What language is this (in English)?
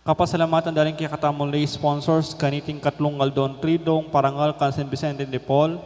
Pampanga